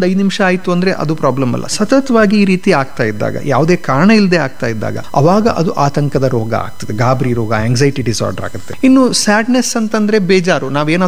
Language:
Kannada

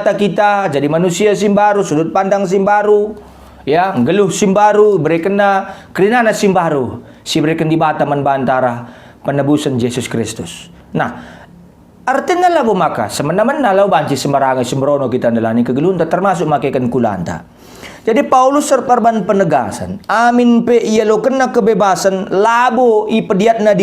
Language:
Batak Karo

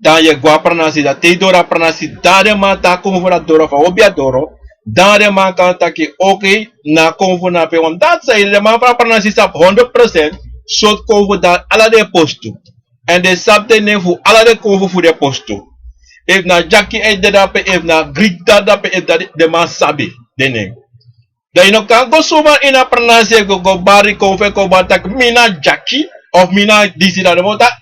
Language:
Sranan Tongo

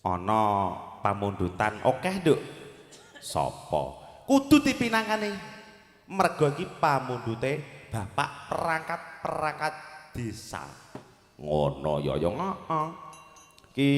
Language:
Javanese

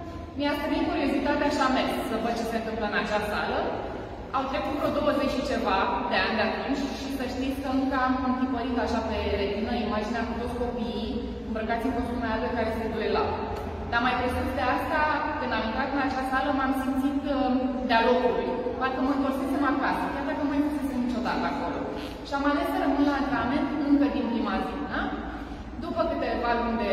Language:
Romanian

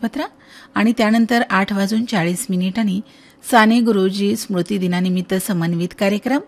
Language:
Marathi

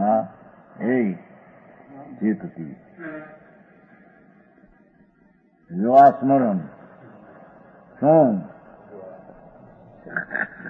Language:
Gujarati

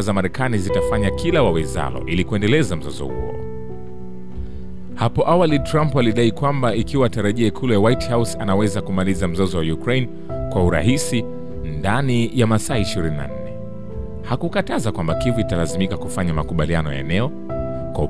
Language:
Swahili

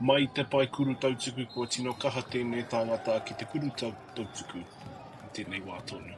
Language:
Māori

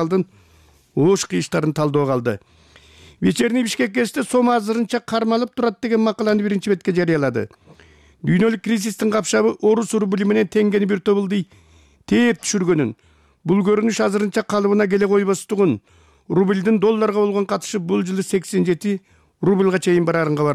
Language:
Kyrgyz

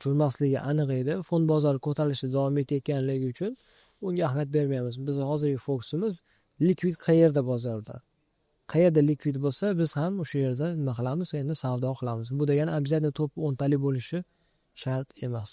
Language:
Uzbek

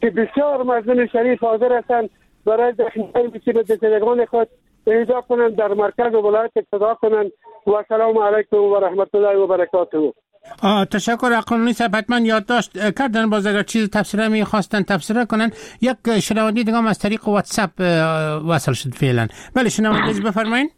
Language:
Persian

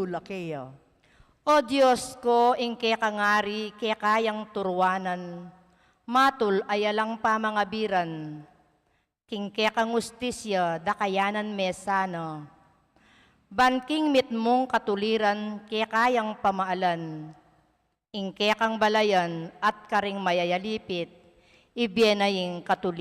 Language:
Pampanga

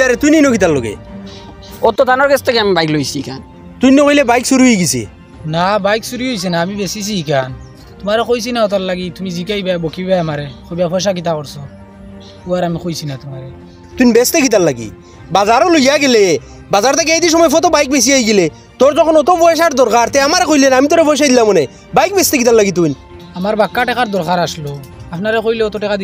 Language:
Sylheti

